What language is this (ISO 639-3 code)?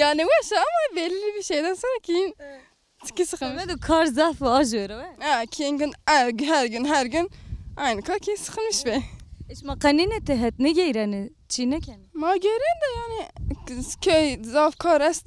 zza